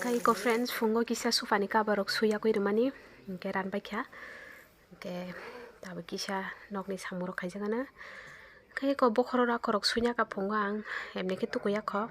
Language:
Kok Borok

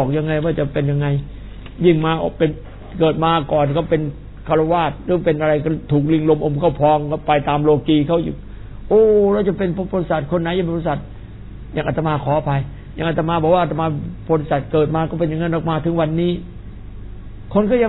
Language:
Thai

